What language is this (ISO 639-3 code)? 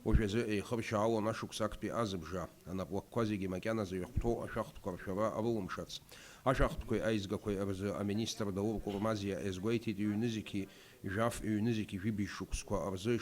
abk